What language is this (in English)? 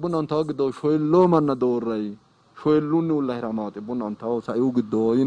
Sidamo